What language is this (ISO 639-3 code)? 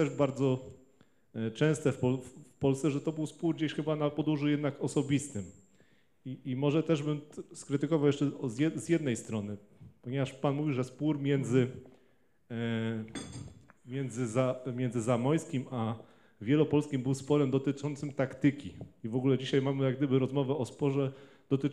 pol